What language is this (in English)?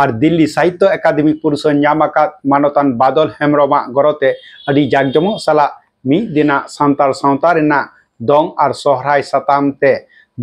Santali